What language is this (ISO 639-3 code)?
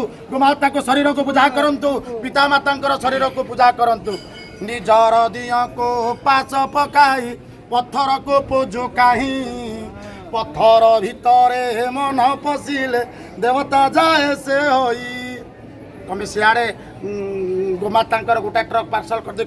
ori